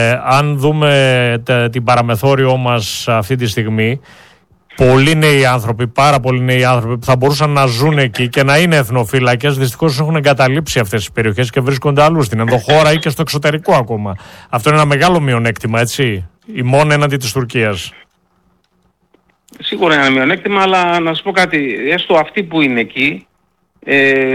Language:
Greek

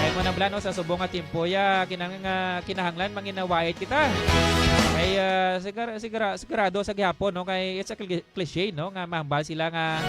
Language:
Hiligaynon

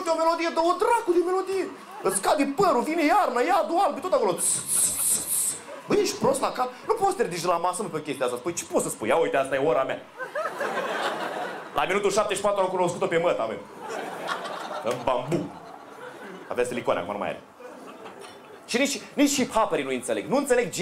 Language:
Romanian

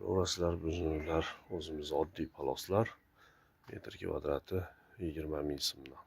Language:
Uzbek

